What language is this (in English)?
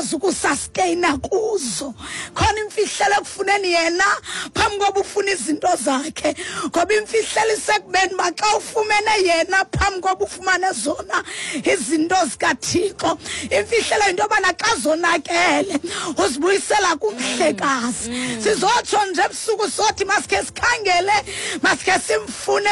Xhosa